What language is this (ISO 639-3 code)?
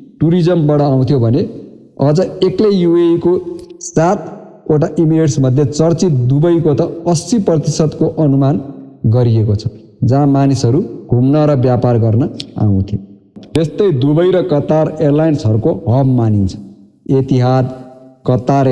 nep